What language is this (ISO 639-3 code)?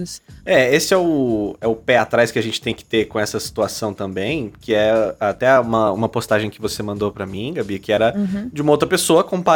por